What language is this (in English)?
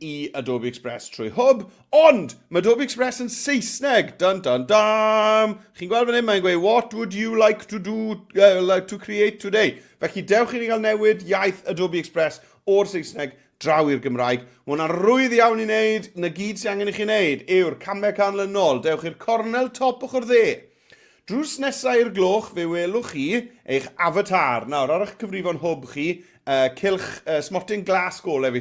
Welsh